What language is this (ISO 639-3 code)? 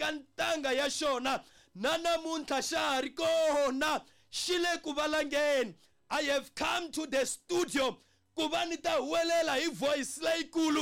tso